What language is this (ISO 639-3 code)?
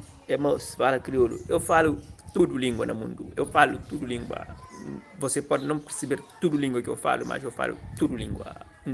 kea